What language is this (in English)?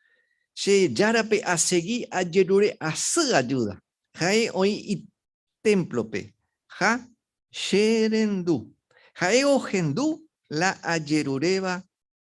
Guarani